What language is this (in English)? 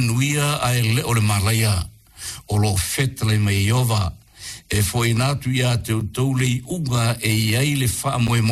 Samoan